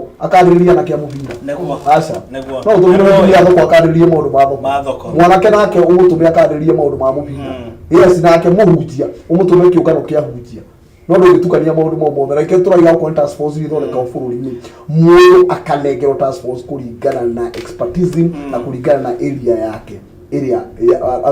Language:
Kikuyu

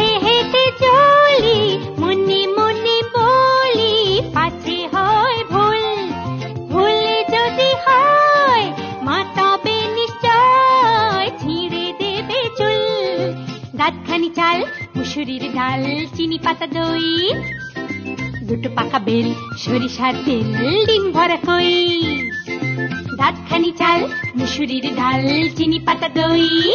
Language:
Bangla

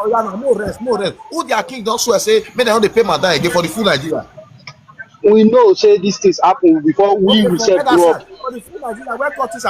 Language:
Nigerian Pidgin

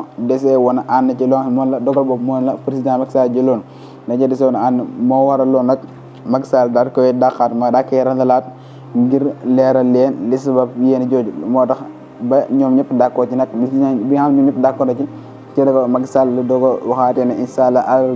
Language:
Wolof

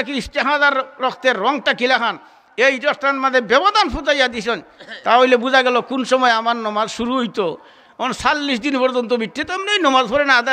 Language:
Sylheti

